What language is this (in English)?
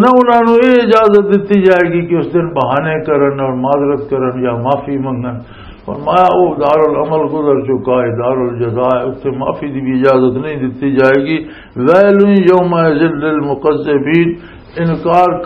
Western Panjabi